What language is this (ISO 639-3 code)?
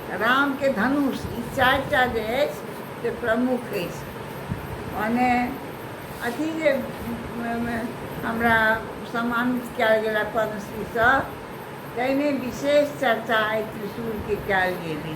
mai